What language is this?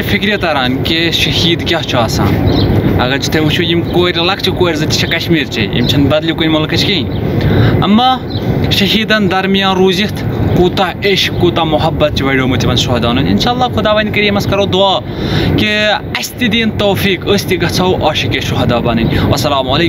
Kashmiri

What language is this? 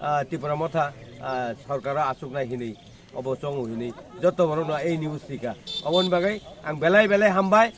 Kok Borok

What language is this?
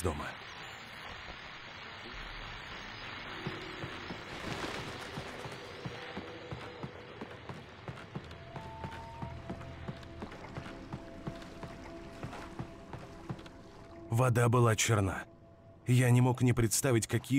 Russian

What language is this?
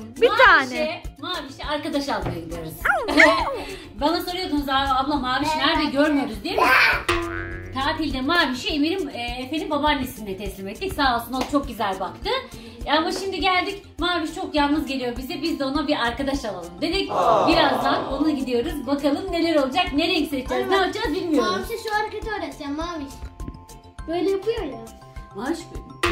Turkish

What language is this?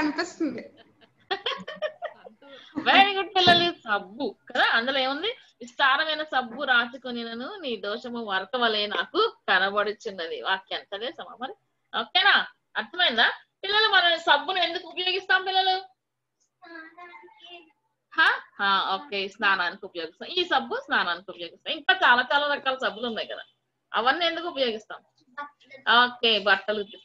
Telugu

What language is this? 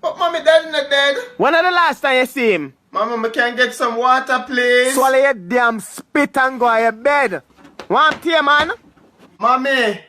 Jamaican Creole English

